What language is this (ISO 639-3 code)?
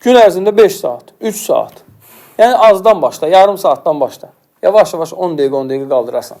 aze